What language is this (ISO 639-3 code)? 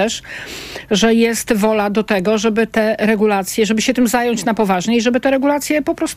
pol